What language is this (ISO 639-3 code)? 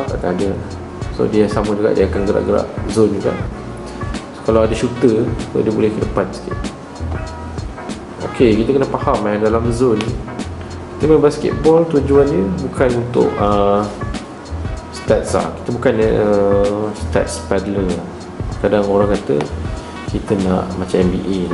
msa